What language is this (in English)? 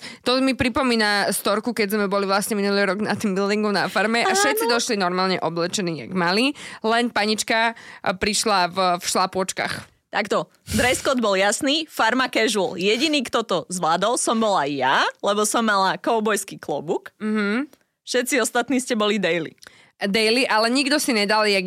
Slovak